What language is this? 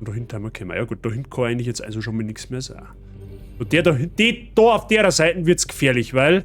Bavarian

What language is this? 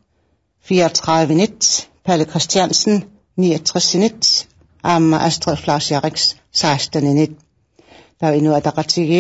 Kalaallisut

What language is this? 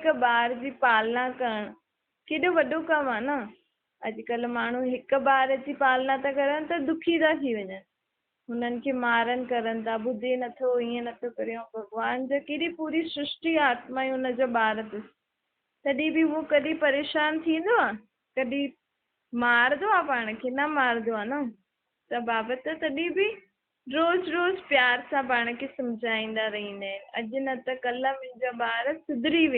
Sindhi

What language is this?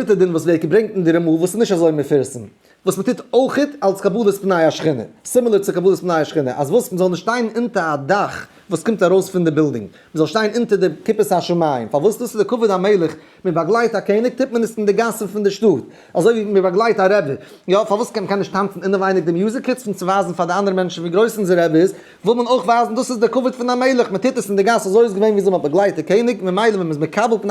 Yiddish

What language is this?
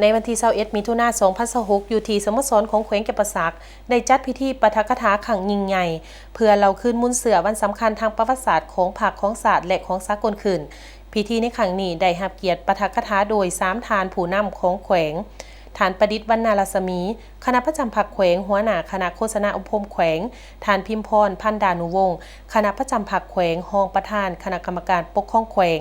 Lao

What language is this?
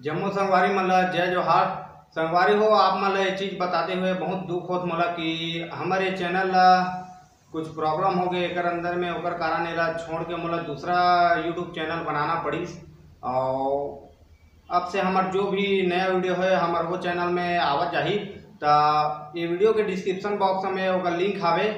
Chhattisgarhi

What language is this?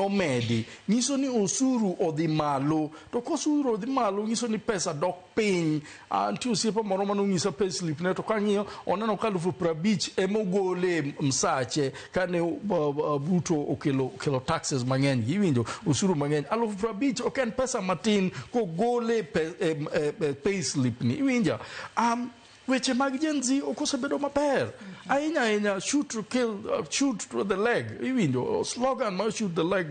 Luo (Kenya and Tanzania)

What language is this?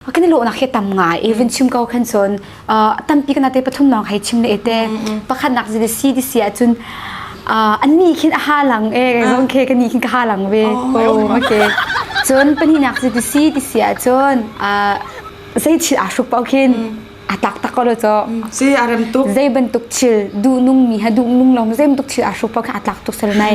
Hakha Chin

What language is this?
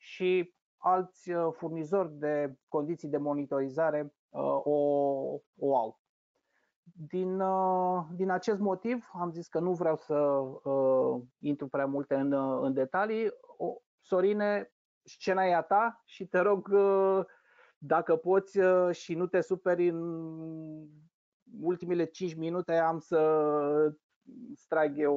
Romanian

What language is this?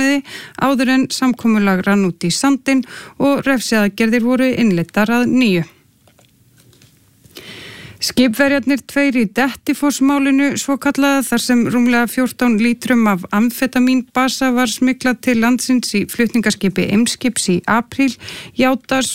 Icelandic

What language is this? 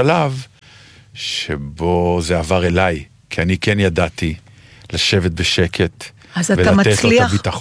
Hebrew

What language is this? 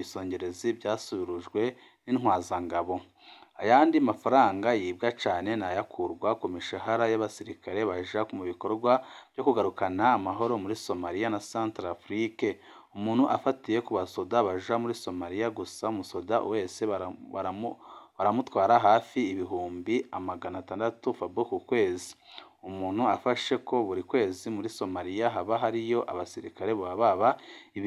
Rundi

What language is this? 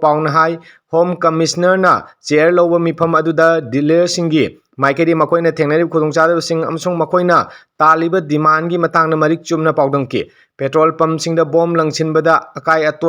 Manipuri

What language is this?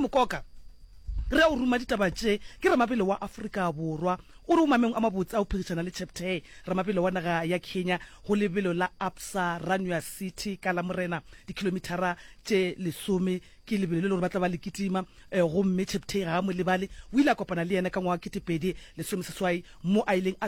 Northern Sotho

